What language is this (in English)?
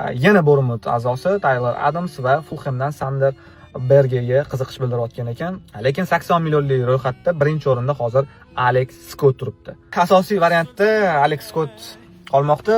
Uzbek